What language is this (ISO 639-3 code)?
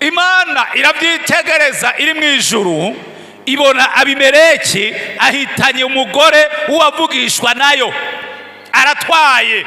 run